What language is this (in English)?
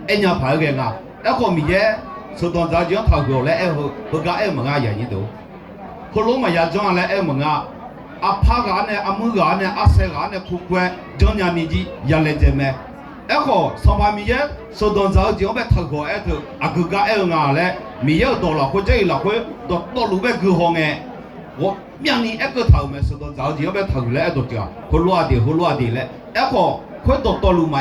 Akha